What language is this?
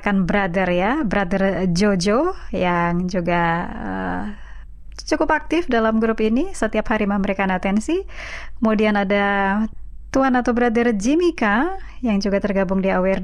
Indonesian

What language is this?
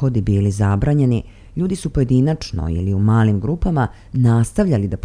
Serbian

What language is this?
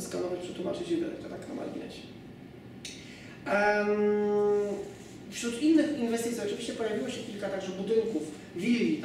Polish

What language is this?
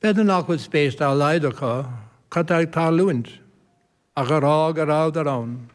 Irish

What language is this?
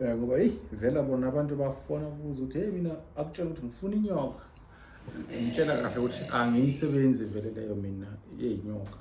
Zulu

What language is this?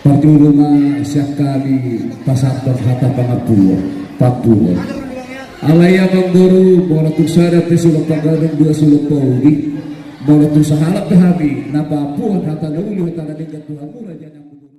Batak Toba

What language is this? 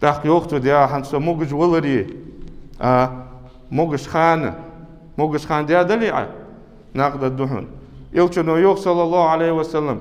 Ingush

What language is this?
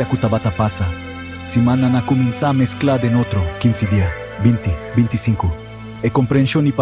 Papiamento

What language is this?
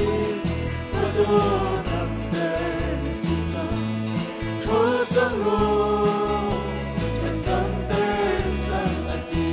Hakha Chin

